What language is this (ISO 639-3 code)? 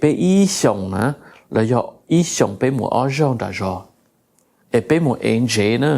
hmn